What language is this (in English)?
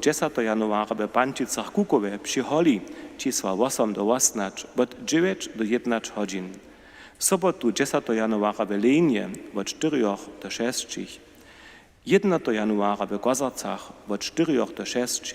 Upper Sorbian